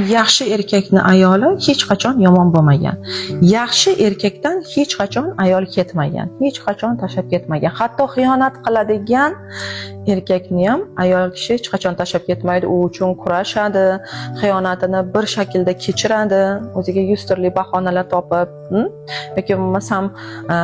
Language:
Uzbek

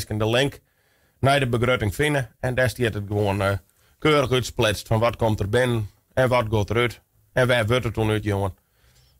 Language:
Western Frisian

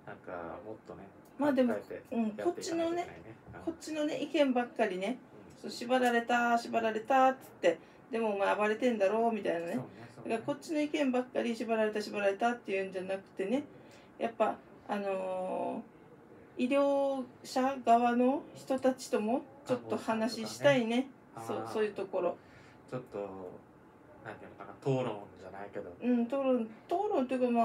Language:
Japanese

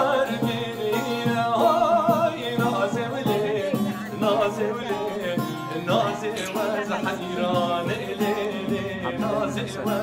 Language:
Kurdish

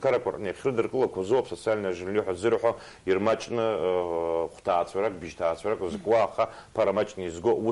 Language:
Abkhazian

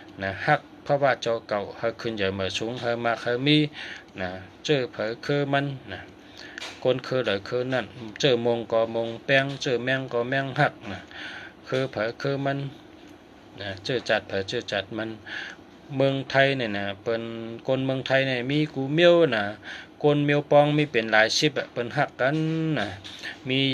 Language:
Shan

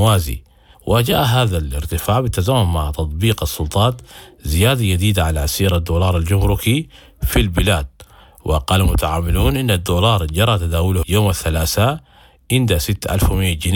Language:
Sudanese Arabic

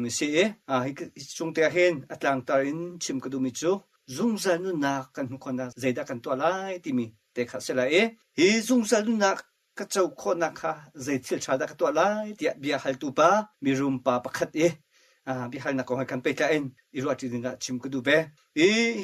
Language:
Hakha Chin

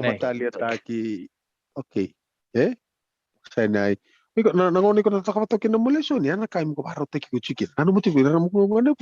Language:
Fijian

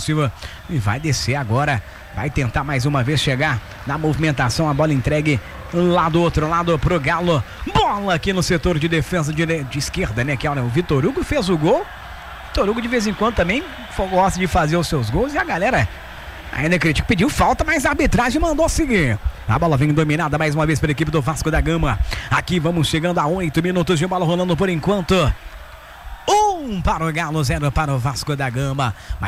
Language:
Portuguese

